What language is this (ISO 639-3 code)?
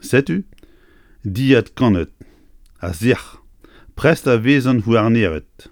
bre